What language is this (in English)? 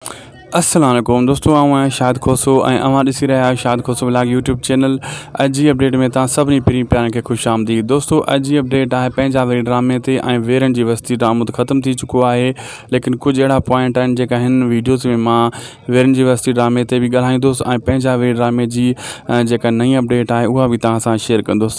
Sindhi